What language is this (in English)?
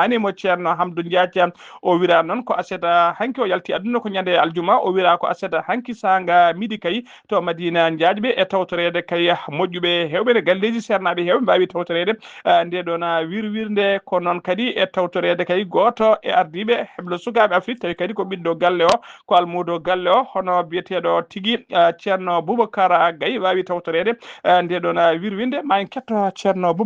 Fula